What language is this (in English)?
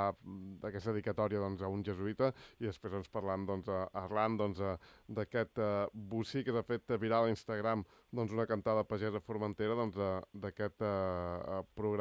Catalan